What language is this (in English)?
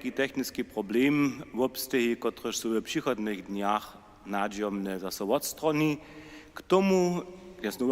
Upper Sorbian